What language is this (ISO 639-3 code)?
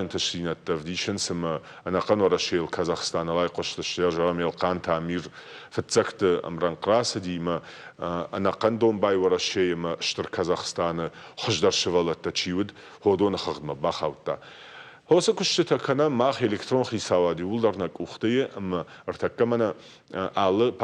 oss